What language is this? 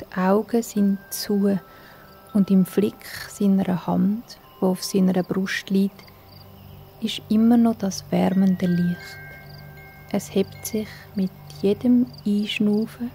Swiss German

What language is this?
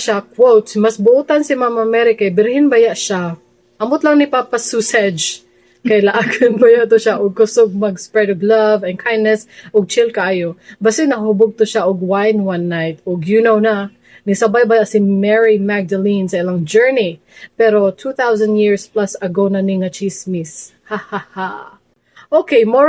Cebuano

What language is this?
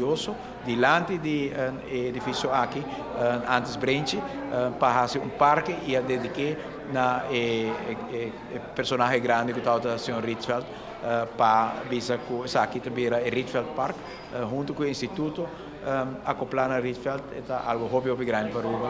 Papiamento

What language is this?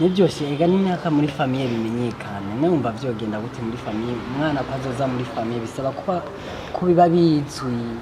Rundi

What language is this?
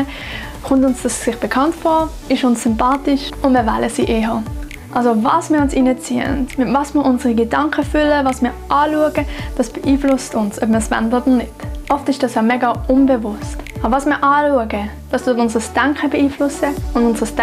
Swiss German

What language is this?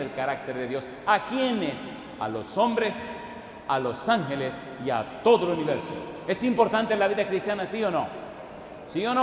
Spanish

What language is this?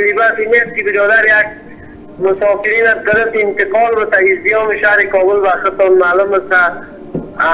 Persian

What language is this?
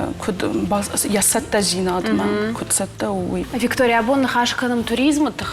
Ossetic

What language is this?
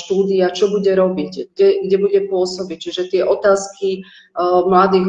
Slovak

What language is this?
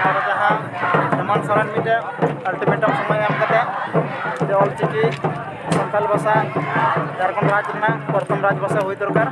Santali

